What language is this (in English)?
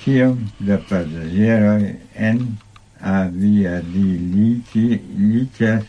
Esperanto